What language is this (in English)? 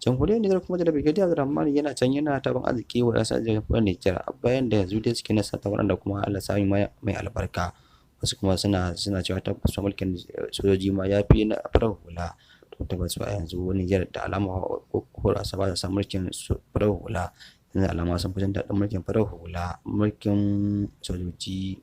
Hausa